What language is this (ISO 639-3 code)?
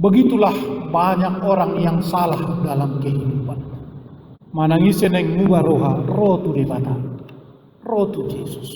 bbc